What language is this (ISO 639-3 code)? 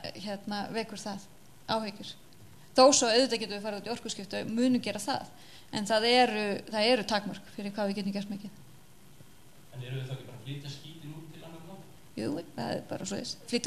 isl